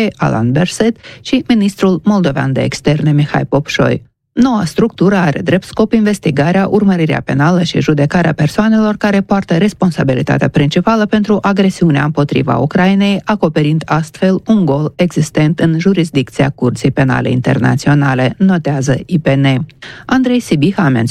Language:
Romanian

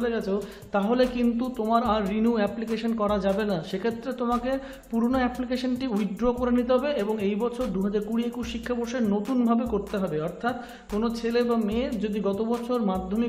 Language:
Bangla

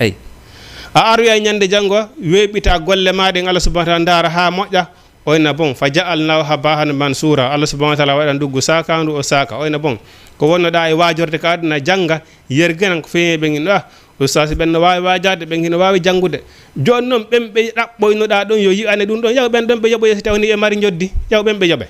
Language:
Fula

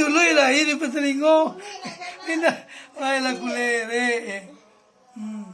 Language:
Minangkabau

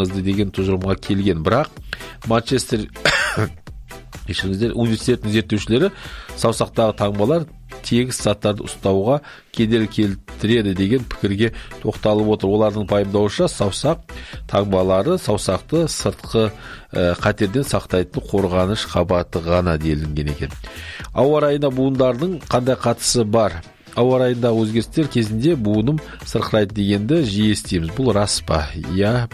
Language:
Kazakh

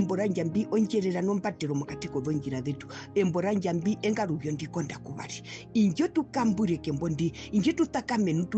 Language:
Herero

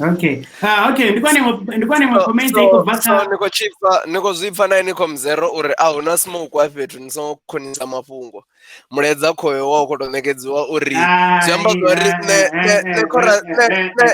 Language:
Venda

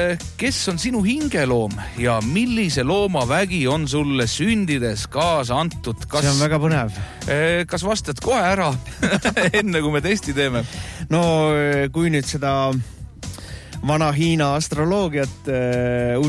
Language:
Estonian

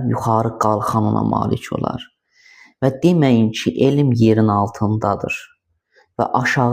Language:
Azerbaijani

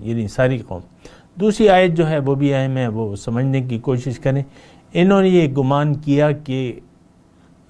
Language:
Urdu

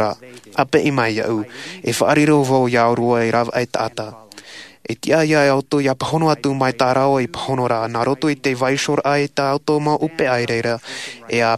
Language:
Tahitian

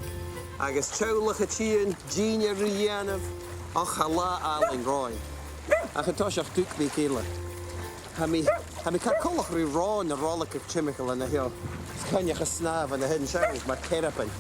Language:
Scottish Gaelic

